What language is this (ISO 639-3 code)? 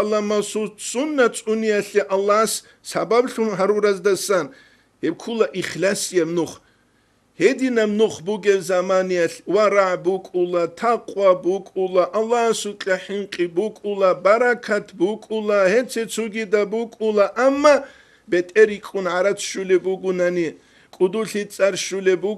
ava